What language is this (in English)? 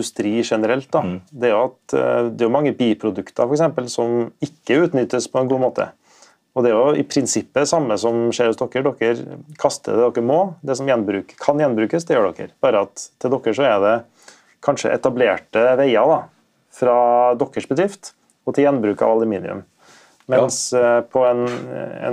Norwegian